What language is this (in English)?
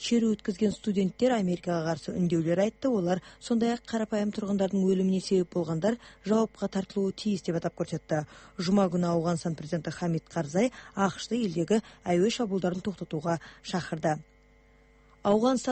Kazakh